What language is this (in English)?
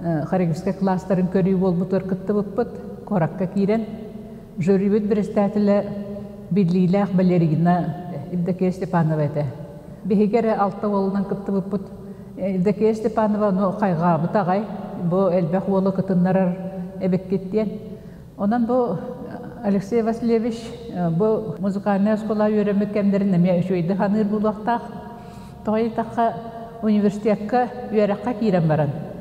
Yakut